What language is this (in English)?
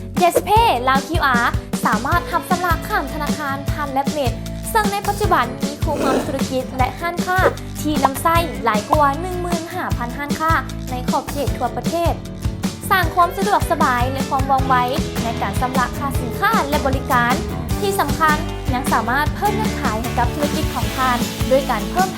Lao